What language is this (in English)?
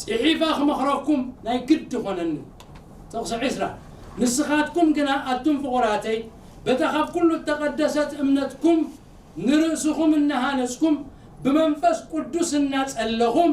Tigrinya